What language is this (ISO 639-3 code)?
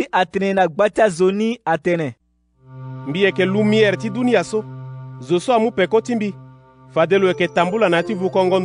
sag